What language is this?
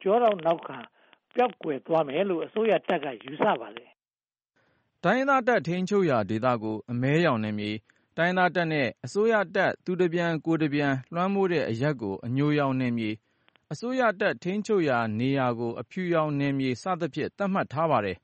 Burmese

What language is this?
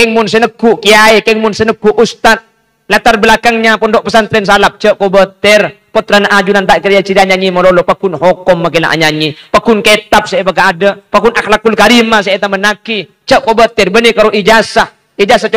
Madurese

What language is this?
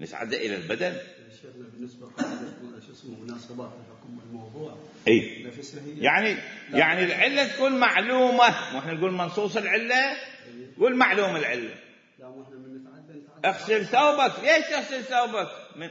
Mesopotamian Arabic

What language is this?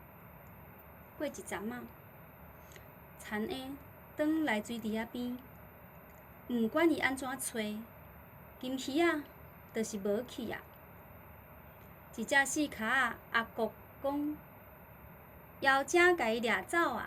Min Nan Chinese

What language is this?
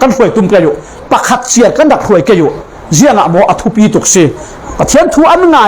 Falam Chin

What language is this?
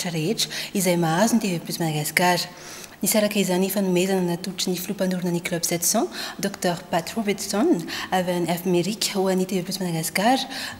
Malagasy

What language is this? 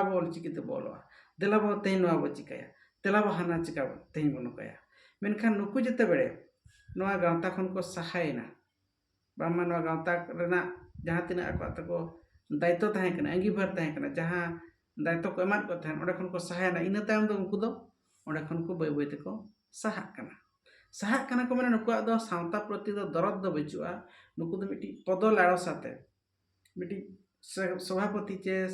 Santali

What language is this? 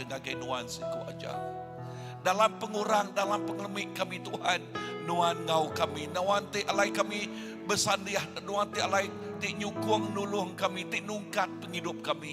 Iban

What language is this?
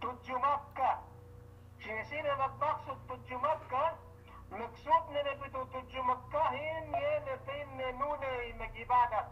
Yakan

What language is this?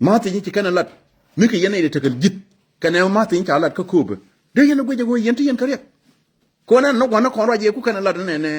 Nuer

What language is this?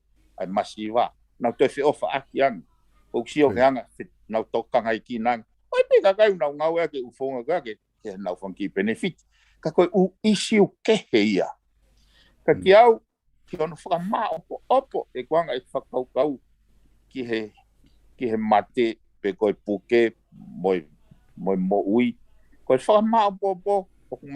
Tongan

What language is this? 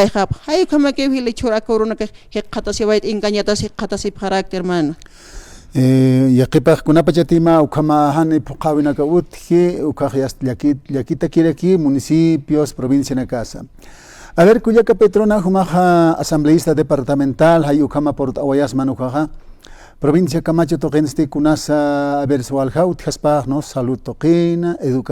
Aymara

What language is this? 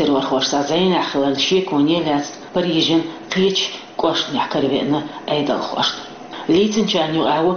Chechen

